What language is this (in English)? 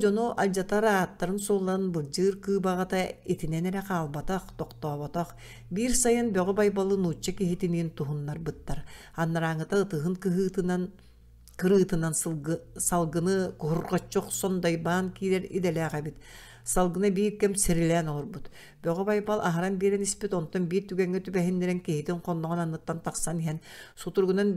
Yakut